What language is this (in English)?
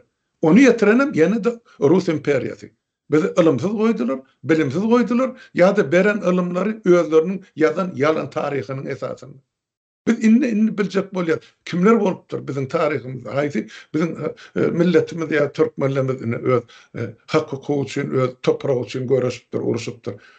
Turkmen